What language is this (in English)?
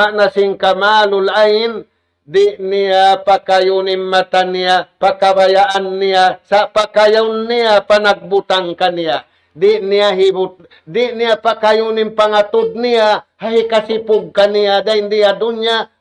Tausug